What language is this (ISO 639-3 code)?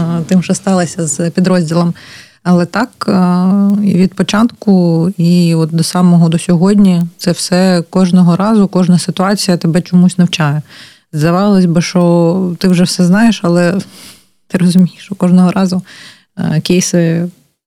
ukr